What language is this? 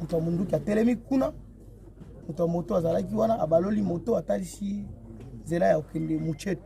Lingala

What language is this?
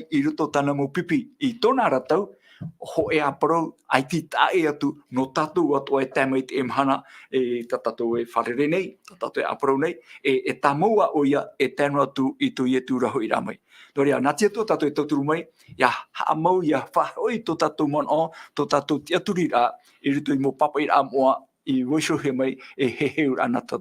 Tahitian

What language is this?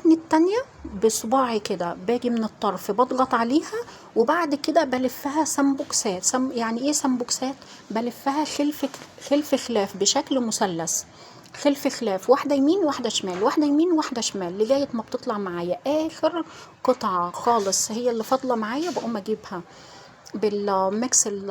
Egyptian Arabic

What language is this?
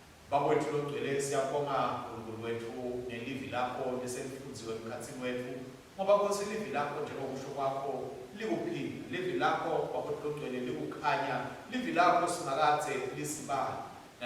Swati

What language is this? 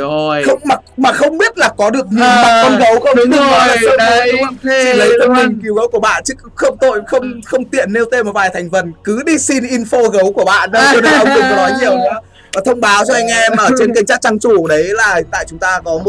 Vietnamese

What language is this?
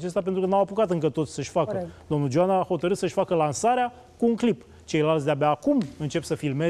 Romanian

